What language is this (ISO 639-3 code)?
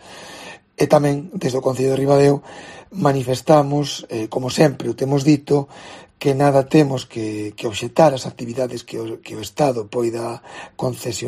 glg